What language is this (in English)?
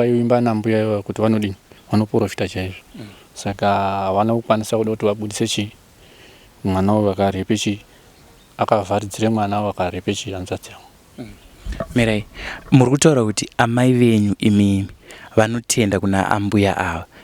Shona